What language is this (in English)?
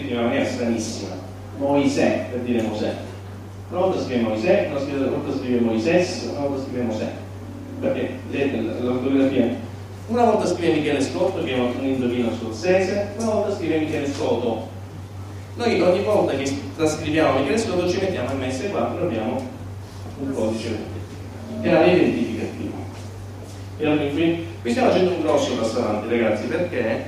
Italian